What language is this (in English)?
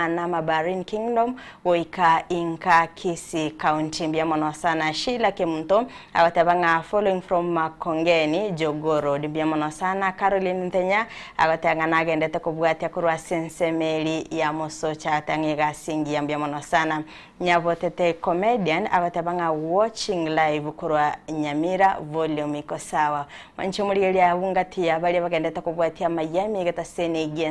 Gusii